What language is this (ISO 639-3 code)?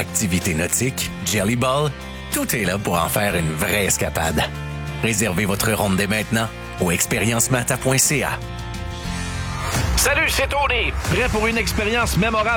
fra